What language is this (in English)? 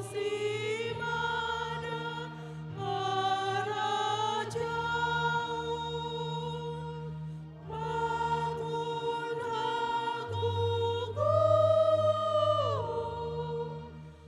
Batak Simalungun